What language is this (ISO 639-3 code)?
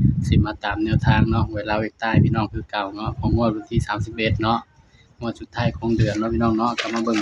tts